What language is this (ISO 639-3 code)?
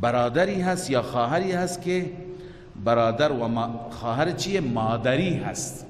fas